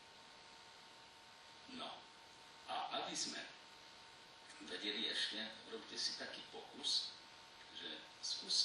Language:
Slovak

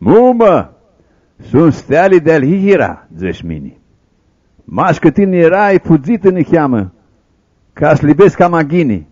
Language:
Aromanian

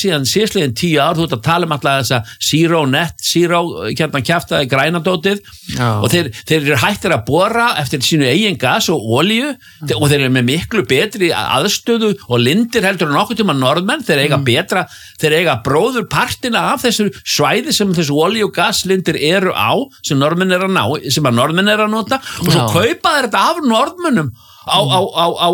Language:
Icelandic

